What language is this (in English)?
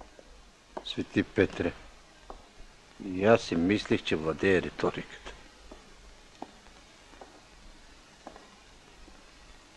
Bulgarian